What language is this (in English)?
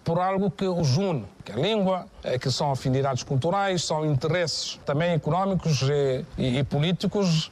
Portuguese